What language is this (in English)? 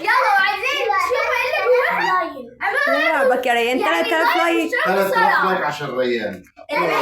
Egyptian Arabic